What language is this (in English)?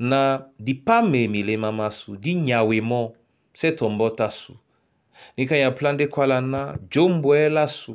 Duala